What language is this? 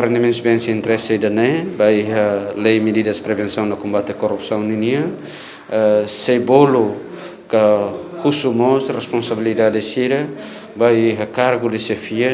Tetum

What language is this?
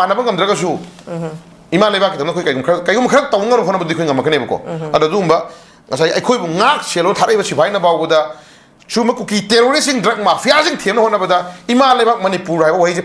Manipuri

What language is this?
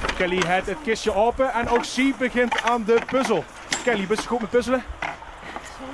Limburgish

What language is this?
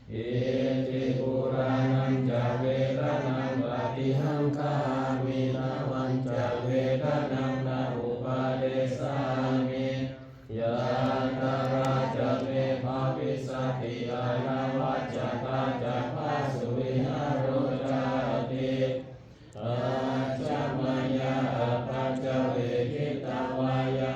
Pali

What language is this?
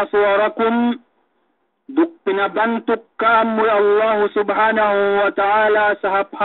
Yakan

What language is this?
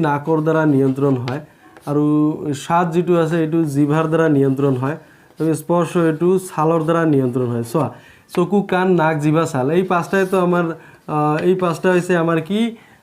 Assamese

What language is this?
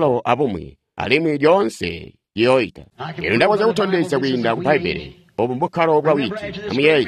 Tonga (Zambia)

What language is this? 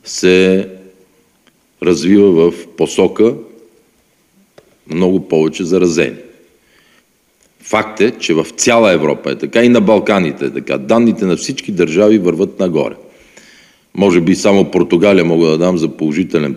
Bulgarian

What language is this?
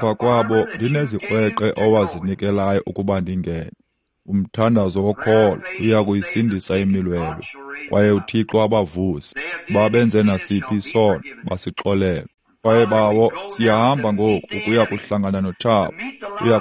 Xhosa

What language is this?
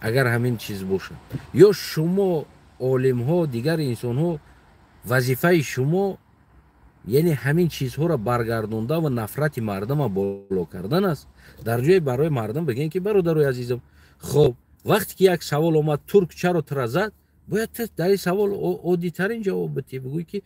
Tajik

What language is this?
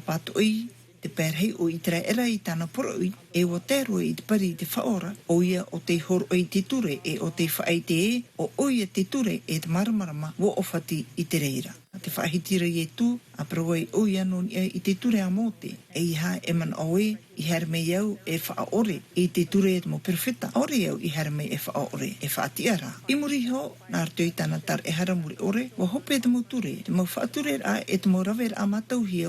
Tahitian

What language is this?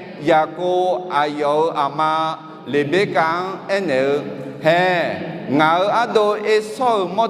Akha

